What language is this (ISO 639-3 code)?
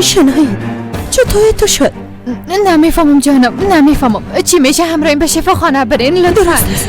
fas